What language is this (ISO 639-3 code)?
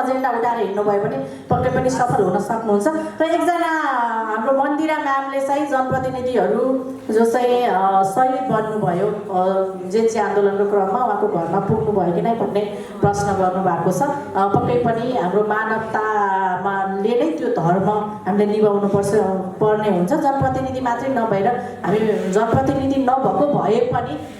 nep